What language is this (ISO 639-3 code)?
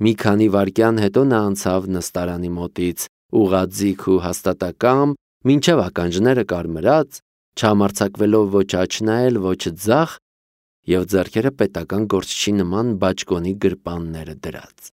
hye